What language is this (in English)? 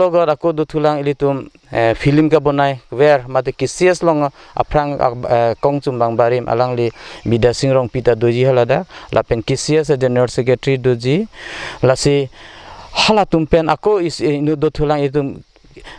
Karbi